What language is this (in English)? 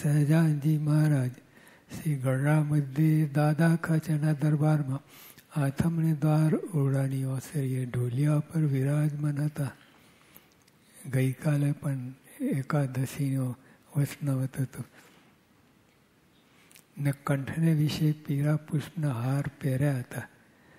Gujarati